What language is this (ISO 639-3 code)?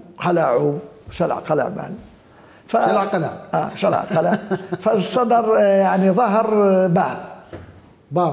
acm